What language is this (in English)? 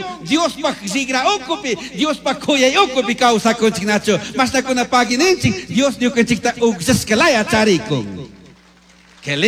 Chimborazo Highland Quichua